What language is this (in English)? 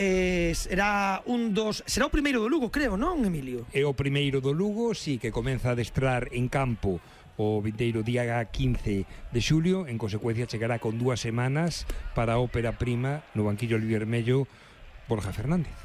Galician